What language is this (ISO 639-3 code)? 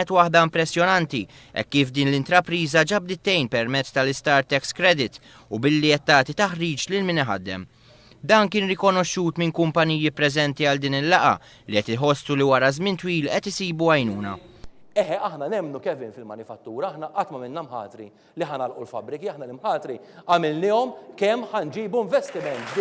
mlt